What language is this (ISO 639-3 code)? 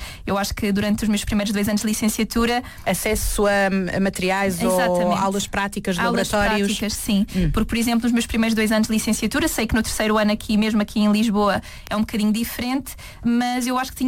por